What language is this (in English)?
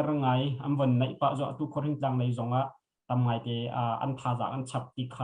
Hakha Chin